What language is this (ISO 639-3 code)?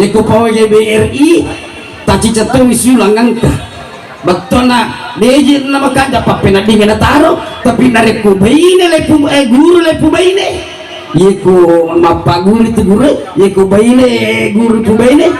bug